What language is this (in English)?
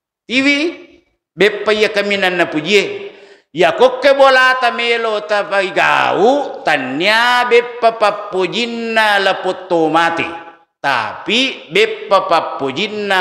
Buginese